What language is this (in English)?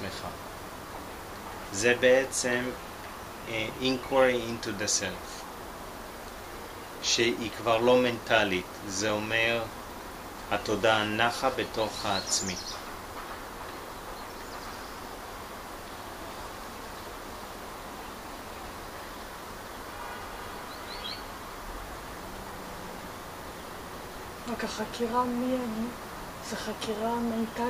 Hebrew